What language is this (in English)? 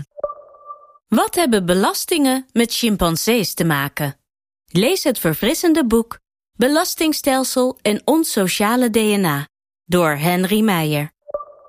Dutch